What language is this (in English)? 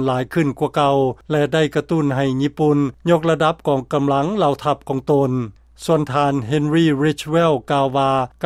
Lao